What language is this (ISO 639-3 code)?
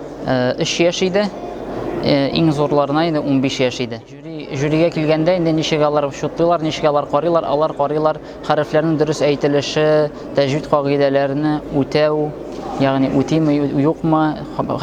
tat